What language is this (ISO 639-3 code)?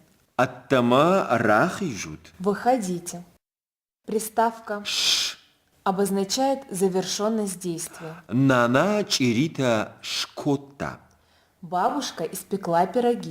oss